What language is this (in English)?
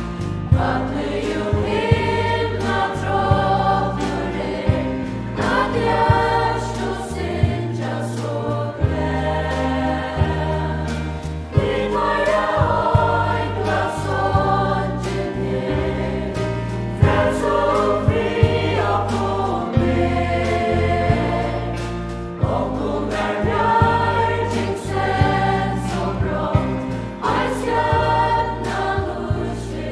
Faroese